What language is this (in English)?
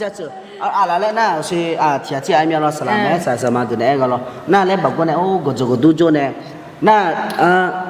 Akha